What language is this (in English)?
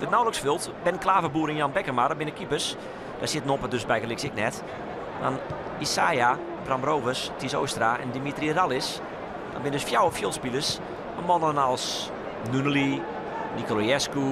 Western Frisian